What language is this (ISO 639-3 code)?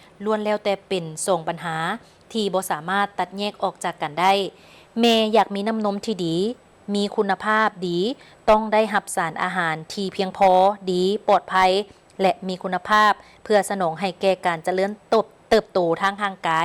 lao